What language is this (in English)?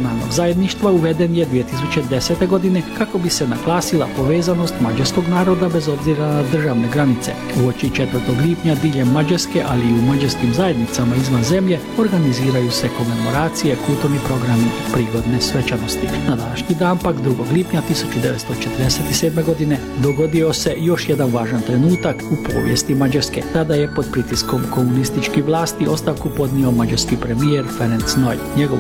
Croatian